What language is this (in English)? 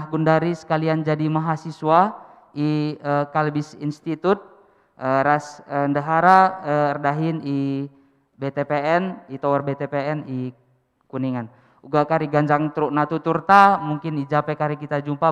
Batak Karo